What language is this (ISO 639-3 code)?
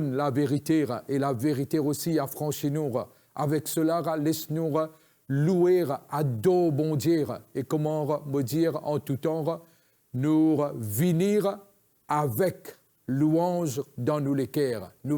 mfe